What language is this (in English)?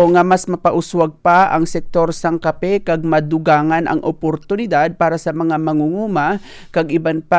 Hiligaynon